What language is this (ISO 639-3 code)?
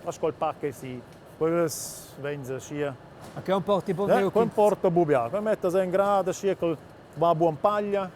roh